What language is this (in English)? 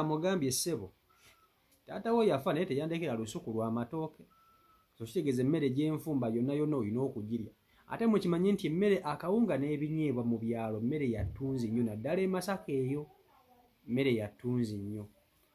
Ganda